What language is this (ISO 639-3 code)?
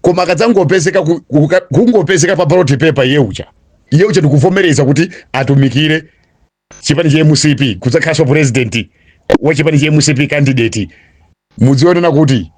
nya